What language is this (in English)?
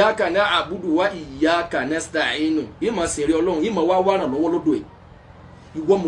Yoruba